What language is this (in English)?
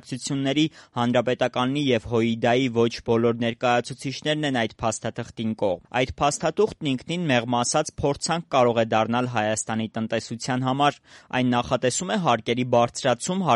Armenian